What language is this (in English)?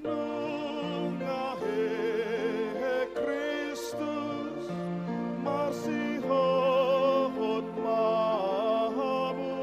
Batak Toba